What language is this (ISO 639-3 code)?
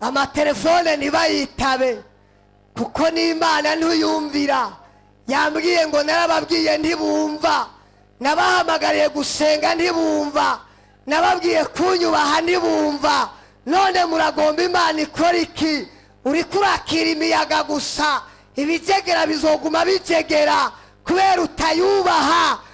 run